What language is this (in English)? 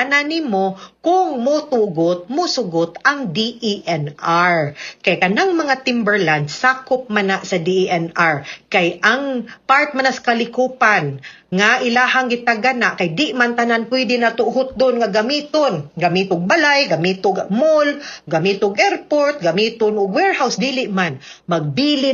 Cebuano